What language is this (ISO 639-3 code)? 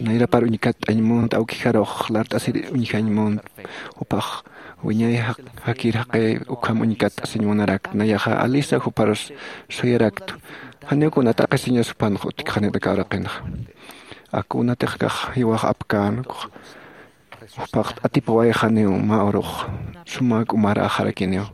aym